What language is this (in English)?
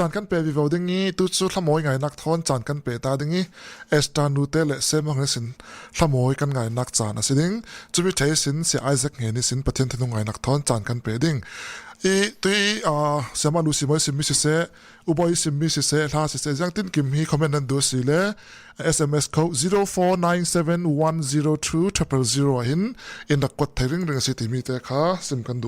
Falam Chin